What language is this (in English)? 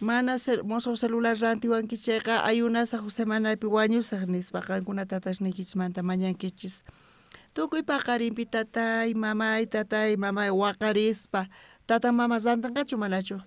South Bolivian Quechua